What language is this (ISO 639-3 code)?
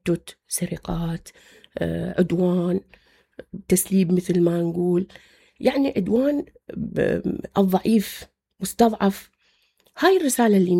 acm